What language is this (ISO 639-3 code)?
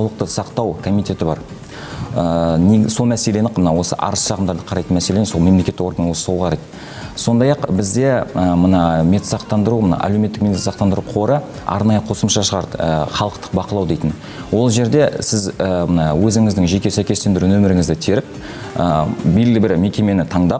kaz